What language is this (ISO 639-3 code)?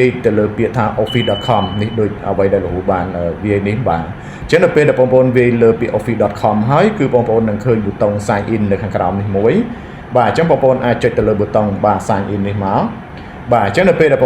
khm